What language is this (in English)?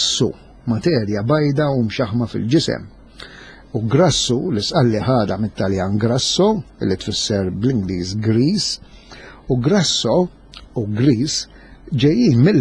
Maltese